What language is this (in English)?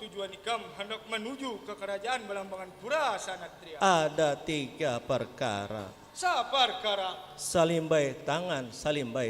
Banjar